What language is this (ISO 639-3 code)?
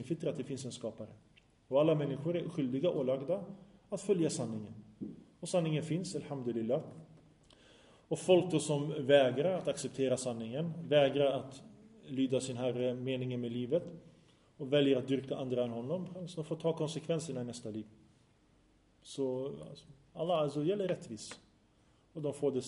swe